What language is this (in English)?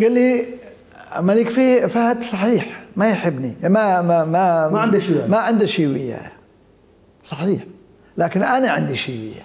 Mesopotamian Arabic